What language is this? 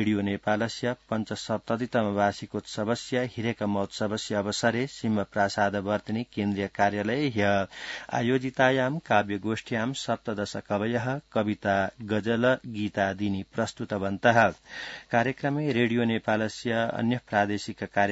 Sanskrit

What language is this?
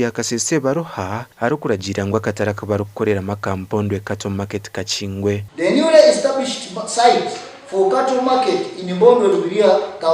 Nyankole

